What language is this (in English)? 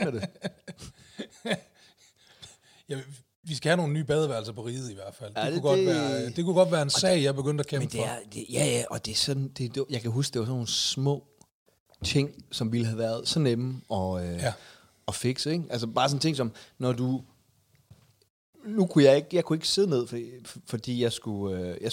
Danish